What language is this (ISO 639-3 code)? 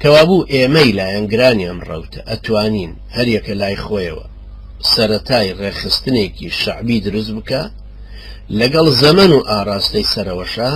ckb